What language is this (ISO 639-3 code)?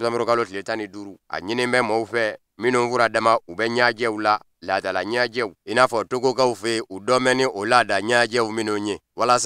bam